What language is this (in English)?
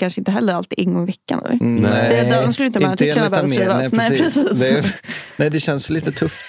Swedish